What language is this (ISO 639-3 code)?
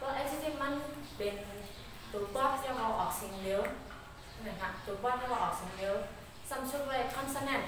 shn